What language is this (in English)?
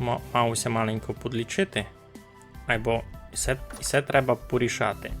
Rusyn